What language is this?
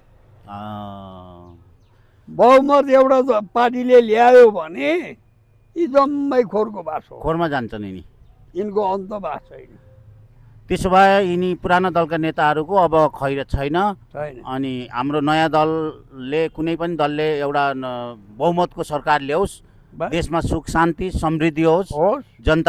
Nepali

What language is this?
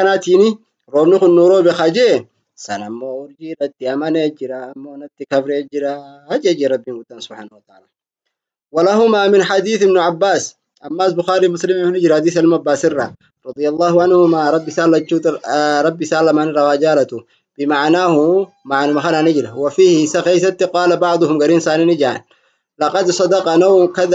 Oromo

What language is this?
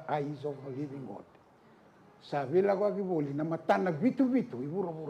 Fijian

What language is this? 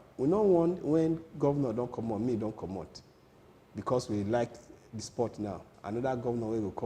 Nigerian Pidgin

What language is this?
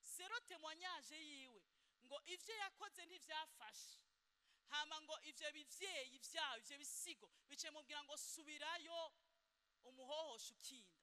Rundi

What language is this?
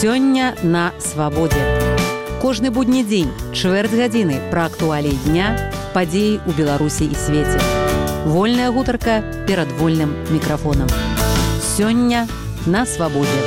Belarusian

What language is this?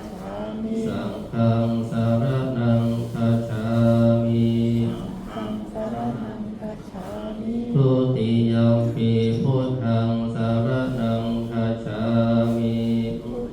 Pali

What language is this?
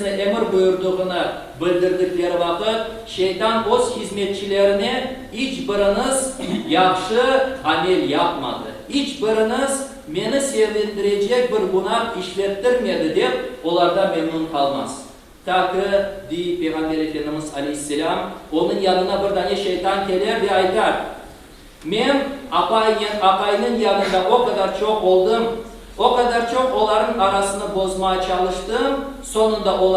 Crimean Tatar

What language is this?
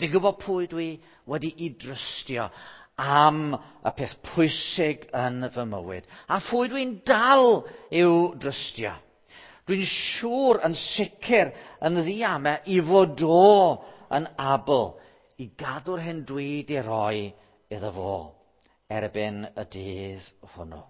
Welsh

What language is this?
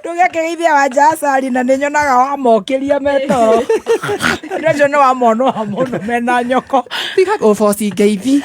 Kikuyu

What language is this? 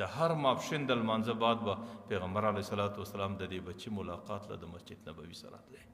Pashto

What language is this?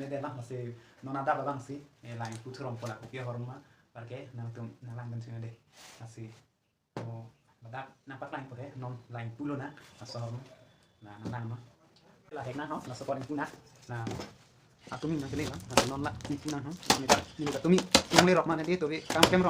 Karbi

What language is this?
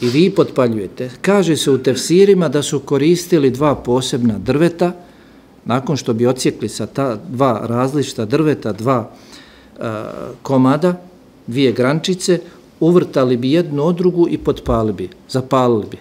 Bosnian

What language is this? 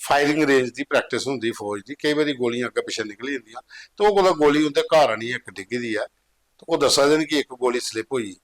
Dogri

